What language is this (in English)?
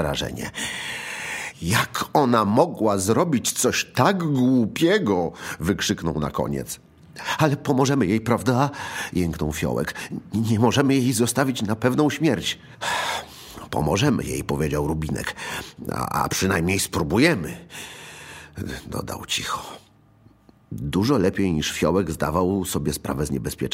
Polish